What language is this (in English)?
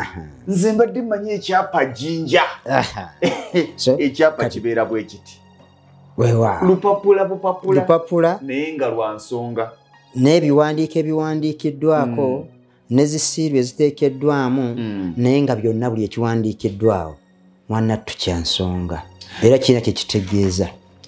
Ganda